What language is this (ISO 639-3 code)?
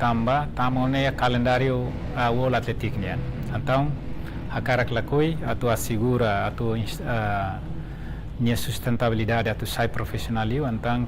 tet